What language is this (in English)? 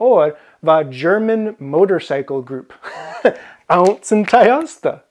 Scottish Gaelic